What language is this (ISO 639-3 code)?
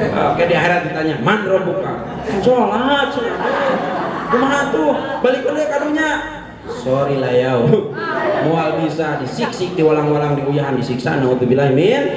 sun